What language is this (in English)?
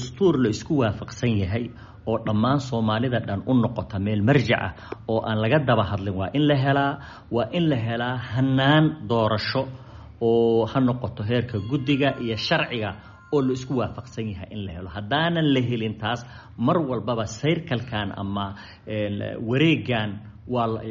Somali